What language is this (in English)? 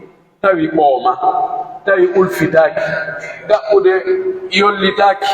Pular